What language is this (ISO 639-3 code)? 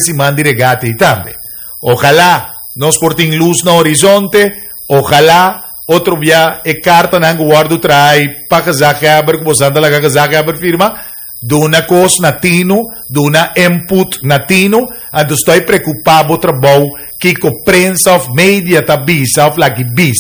pap